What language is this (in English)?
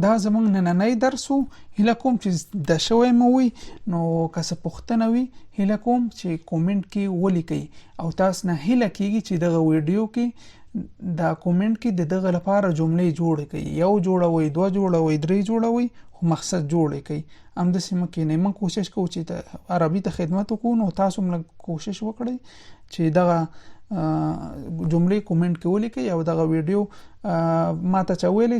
Pashto